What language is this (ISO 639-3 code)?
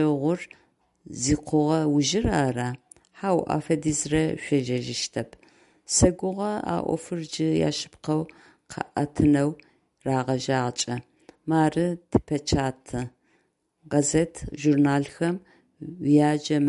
ady